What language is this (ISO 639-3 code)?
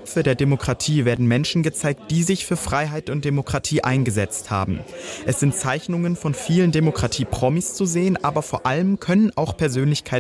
deu